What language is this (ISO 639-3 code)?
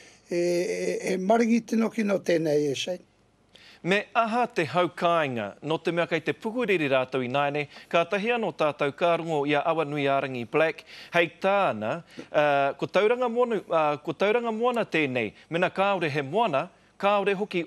mri